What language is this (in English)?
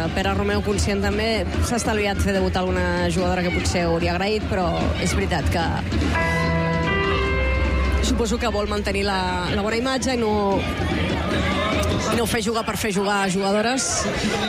Catalan